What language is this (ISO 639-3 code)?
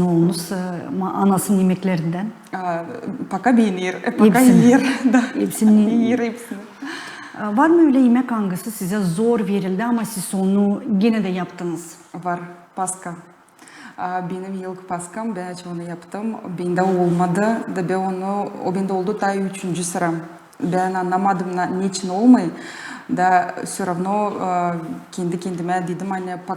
gag